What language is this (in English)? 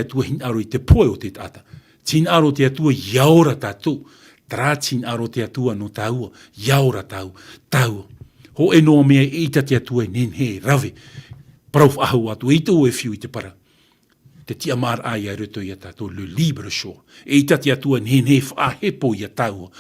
Tahitian